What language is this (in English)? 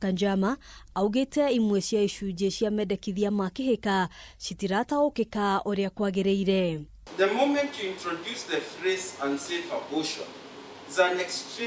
Kikuyu